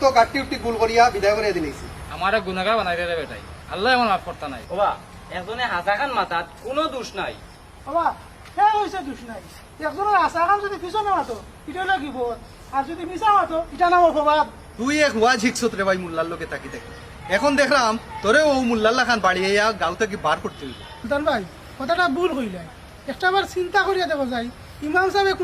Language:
Sylheti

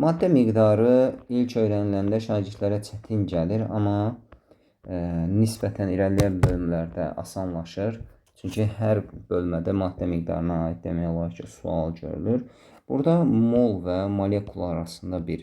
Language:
Azerbaijani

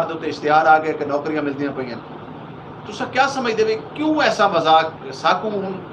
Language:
Saraiki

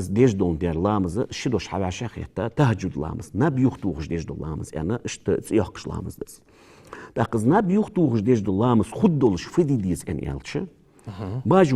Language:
Ingush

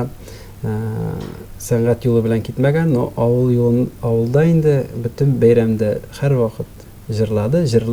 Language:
Tatar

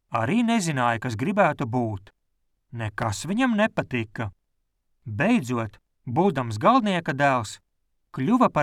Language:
Latvian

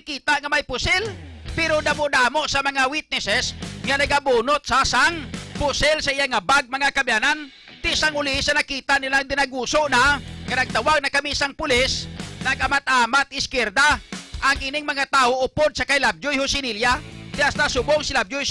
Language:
Hiligaynon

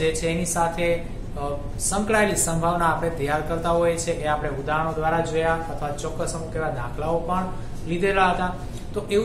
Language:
Gujarati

